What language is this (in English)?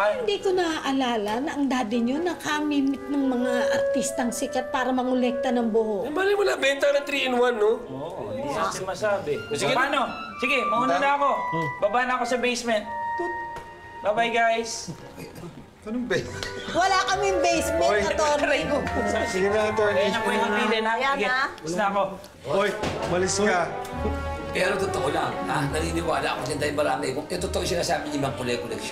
Filipino